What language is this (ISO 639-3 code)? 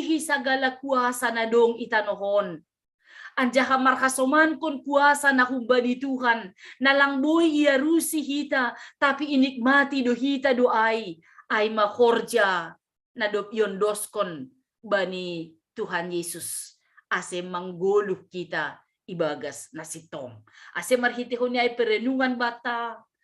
bts